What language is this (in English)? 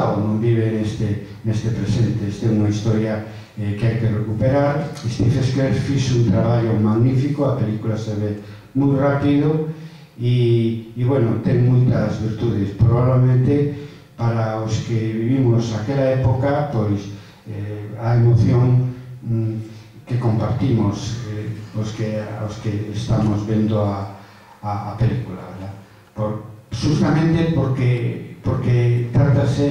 Galician